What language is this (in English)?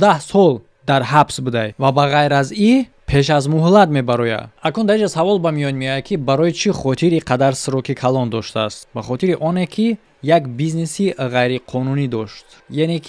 Tajik